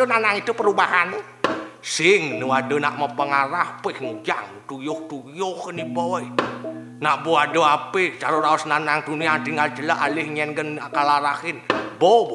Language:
Balinese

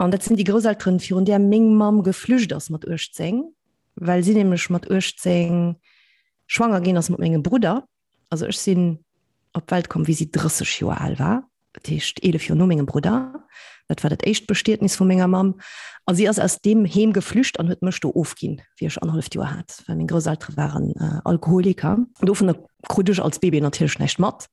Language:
Luxembourgish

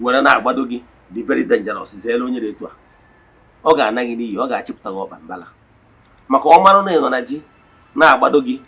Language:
Igbo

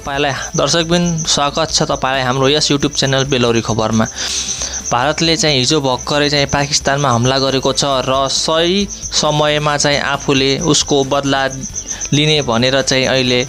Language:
Nepali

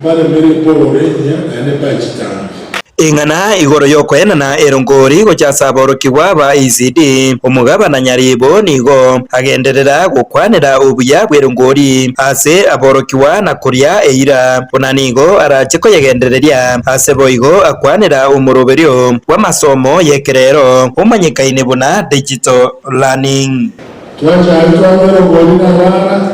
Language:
Gusii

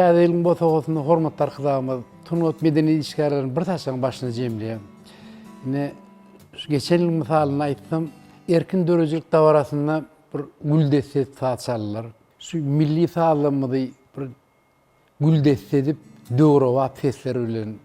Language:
Turkmen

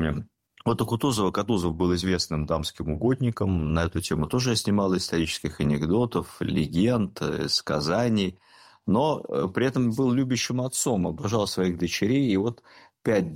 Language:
Russian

